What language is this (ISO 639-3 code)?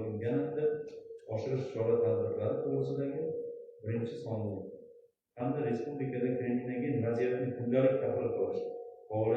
uzb